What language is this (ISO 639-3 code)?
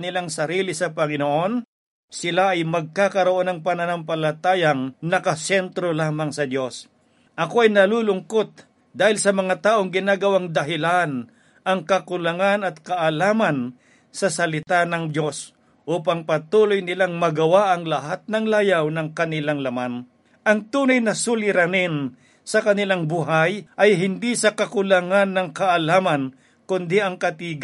fil